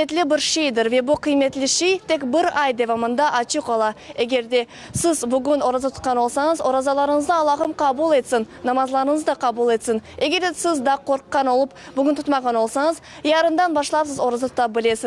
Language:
Crimean Tatar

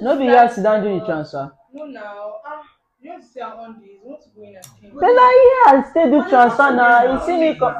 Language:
Nigerian Pidgin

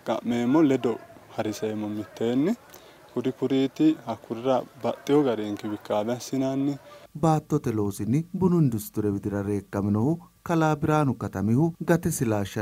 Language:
Sidamo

